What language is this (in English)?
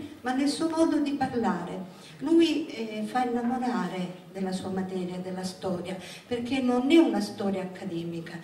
Italian